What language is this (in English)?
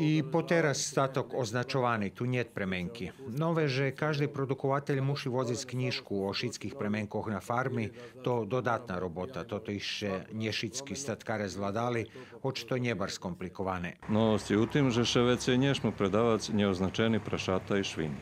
Rusyn